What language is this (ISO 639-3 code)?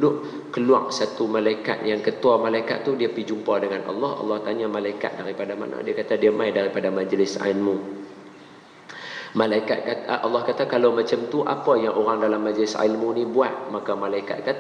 msa